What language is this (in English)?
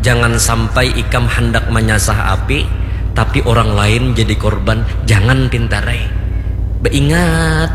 Banjar